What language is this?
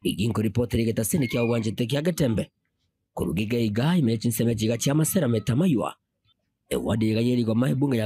Gusii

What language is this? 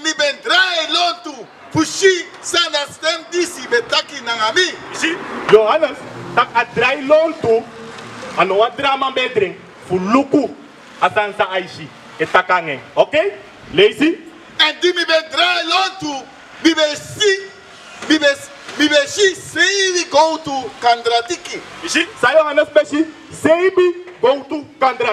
Sranan Tongo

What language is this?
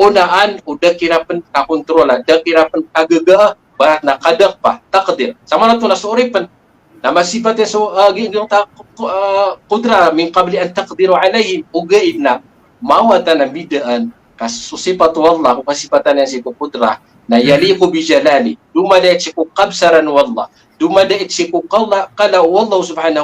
Maranao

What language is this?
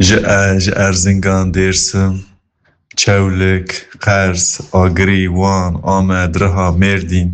Kurdish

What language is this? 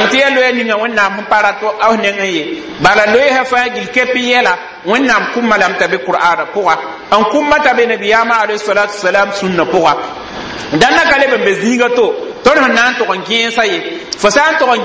Mossi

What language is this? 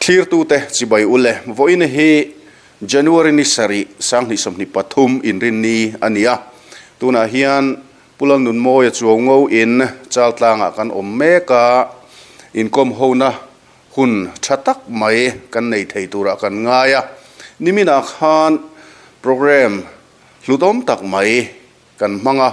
Mizo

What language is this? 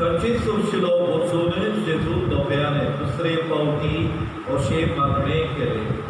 Konkani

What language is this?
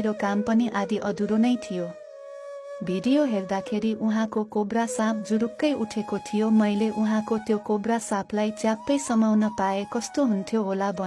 Nepali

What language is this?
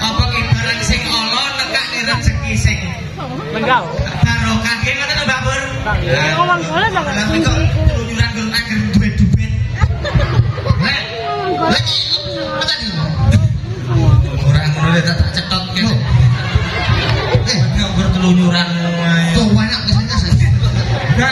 Javanese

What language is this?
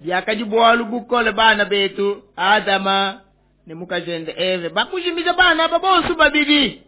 Luba-Lulua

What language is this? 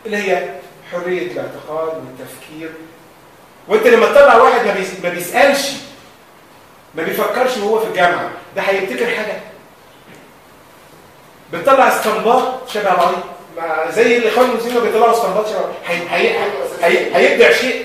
Egyptian Arabic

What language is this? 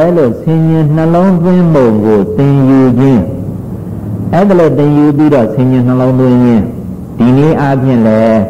Burmese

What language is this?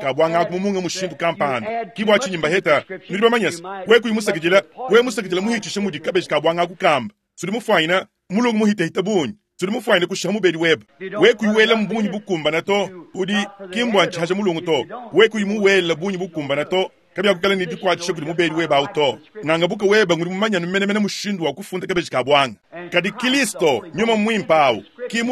Luba-Lulua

